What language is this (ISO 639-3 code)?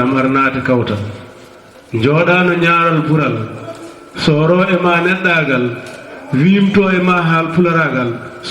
ful